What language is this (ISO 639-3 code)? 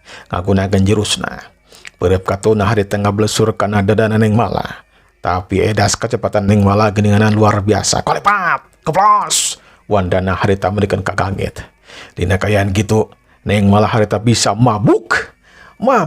sun